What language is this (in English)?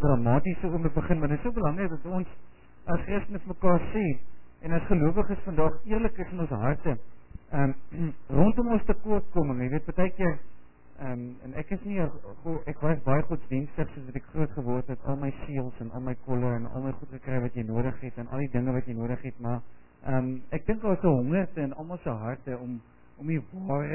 Afrikaans